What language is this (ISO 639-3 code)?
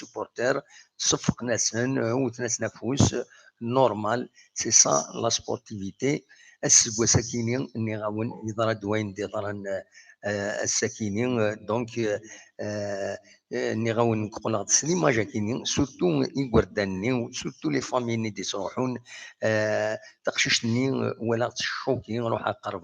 kab